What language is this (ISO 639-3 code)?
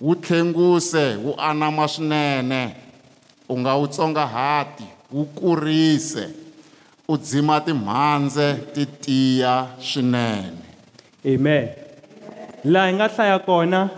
tso